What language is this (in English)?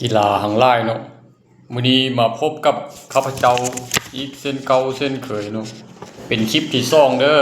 Lao